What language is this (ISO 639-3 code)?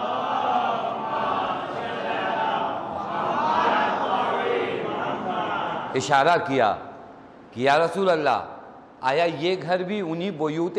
urd